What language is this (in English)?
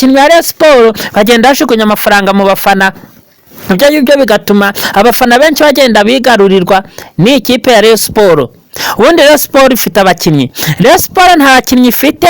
Kinyarwanda